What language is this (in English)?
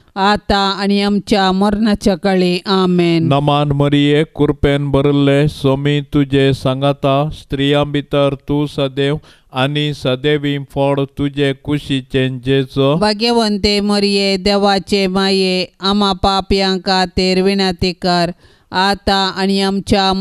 Konkani